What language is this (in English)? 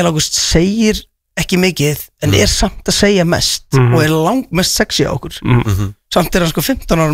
Icelandic